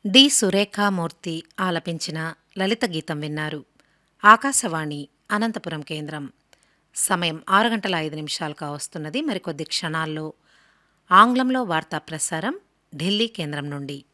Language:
Telugu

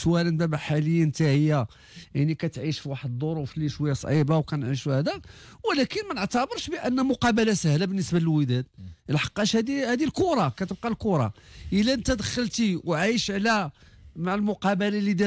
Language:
Moroccan Arabic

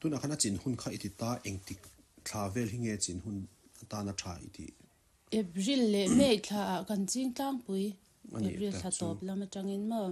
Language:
Mizo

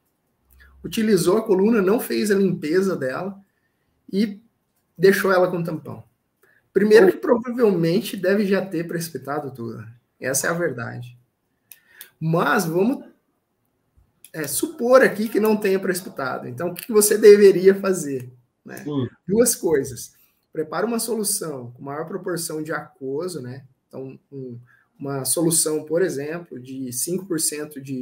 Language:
Portuguese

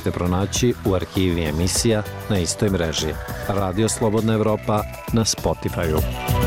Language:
Bosnian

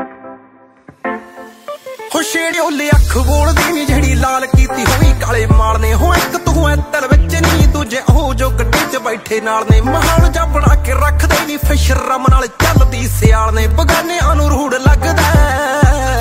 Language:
Punjabi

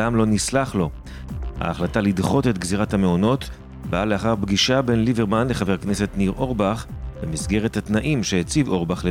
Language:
Hebrew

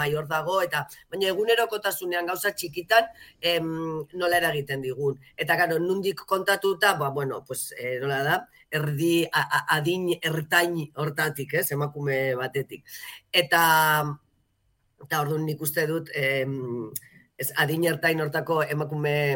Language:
Basque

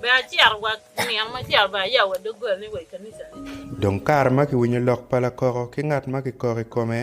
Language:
Acoli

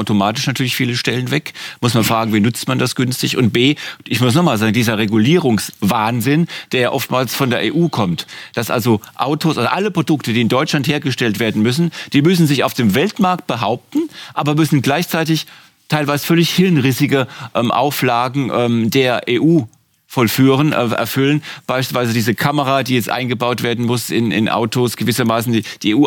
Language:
German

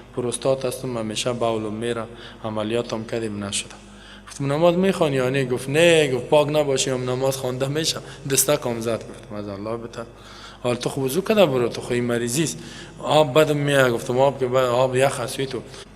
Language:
Persian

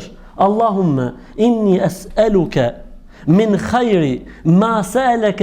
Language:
Albanian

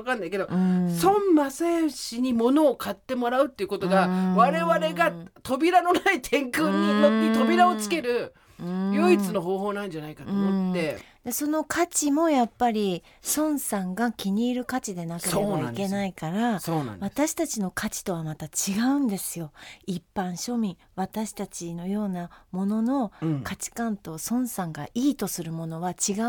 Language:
Japanese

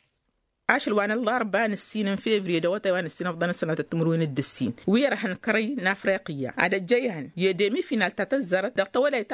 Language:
Tamasheq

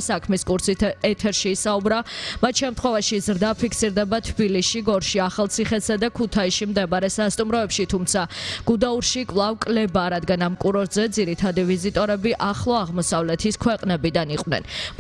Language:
Georgian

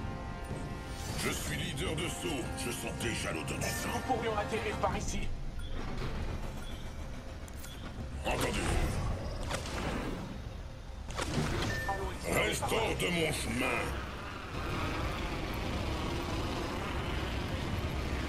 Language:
French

